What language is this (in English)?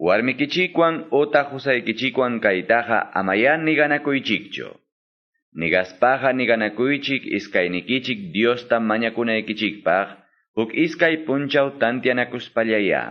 Quechua